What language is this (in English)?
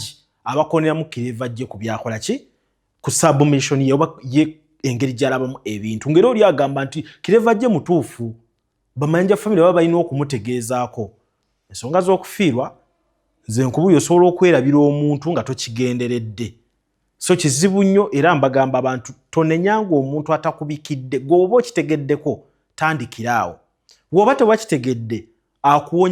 Ganda